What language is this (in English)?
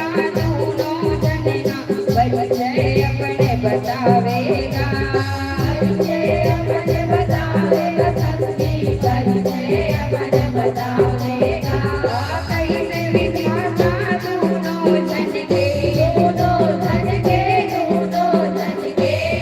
Chhattisgarhi